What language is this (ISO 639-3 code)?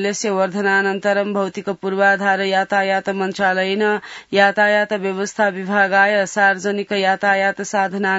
san